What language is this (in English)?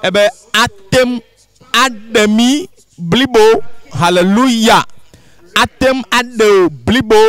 Ewe